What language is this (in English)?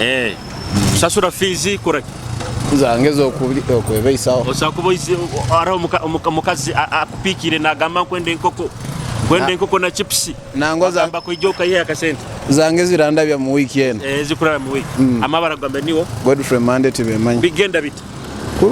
Nyoro